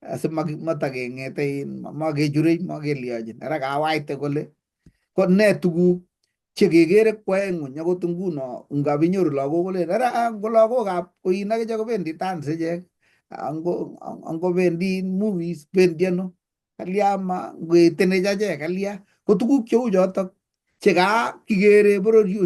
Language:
Kalenjin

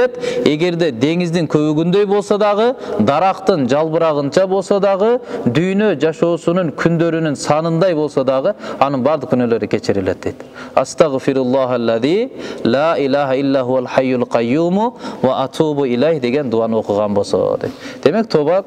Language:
Kyrgyz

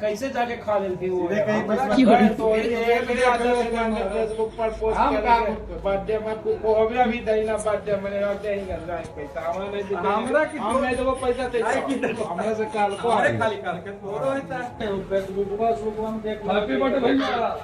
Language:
Magahi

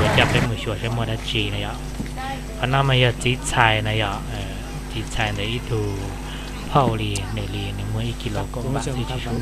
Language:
Hmong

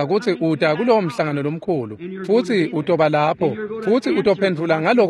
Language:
Swati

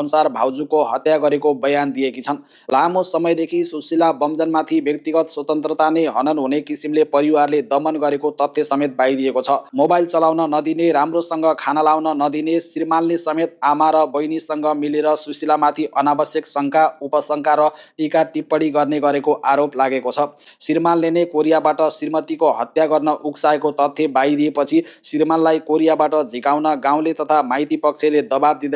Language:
Nepali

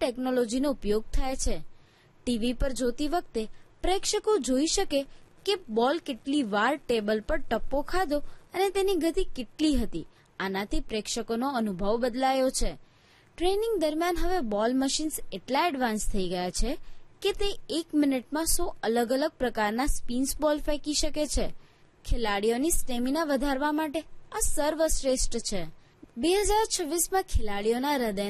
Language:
Gujarati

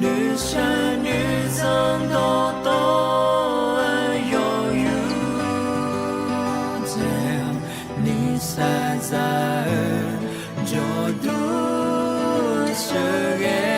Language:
Akha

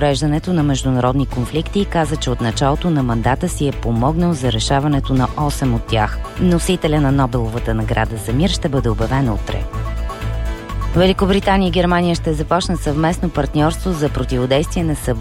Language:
Bulgarian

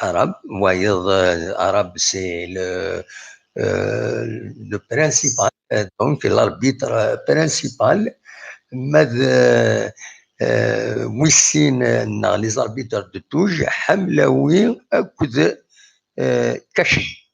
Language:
Kabyle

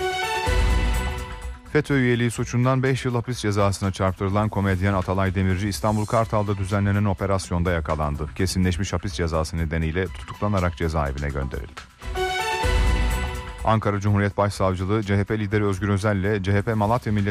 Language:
Turkish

